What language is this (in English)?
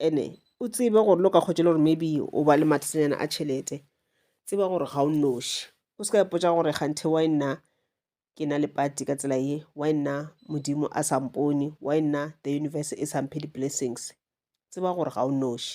Northern Sotho